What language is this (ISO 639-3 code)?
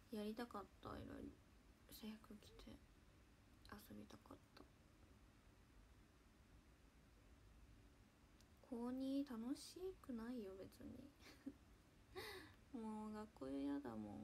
jpn